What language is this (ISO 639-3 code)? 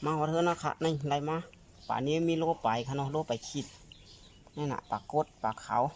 shn